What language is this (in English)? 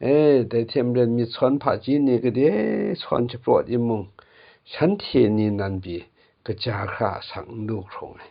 Kachin